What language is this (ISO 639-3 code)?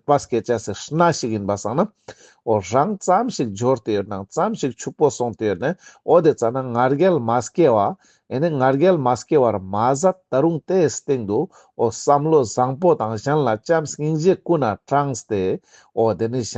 lbj